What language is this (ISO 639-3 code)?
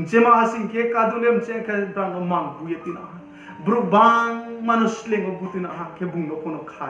ria